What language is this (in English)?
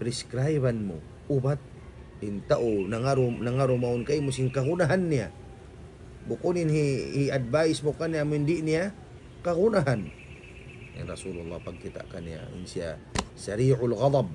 Tausug